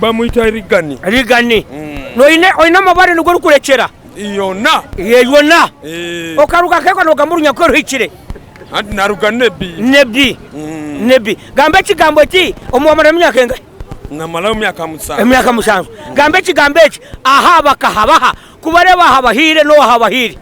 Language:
Nyankole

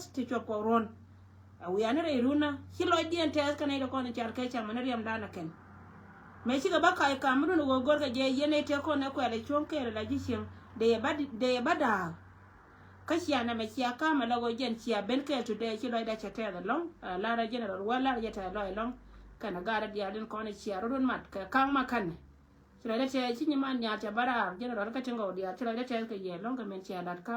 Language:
Nuer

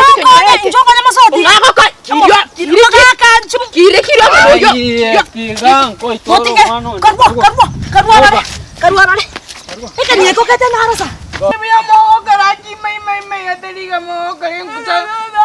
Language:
Gusii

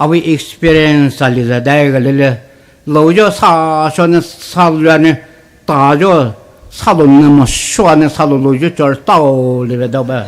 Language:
Poumei Naga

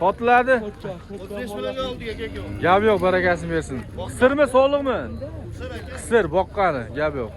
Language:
Uzbek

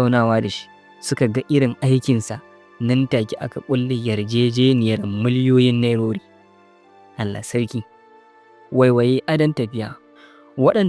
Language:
Hausa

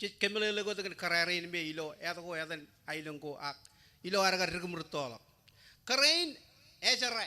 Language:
Marshallese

